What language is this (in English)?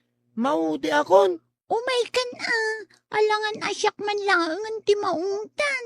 Iloko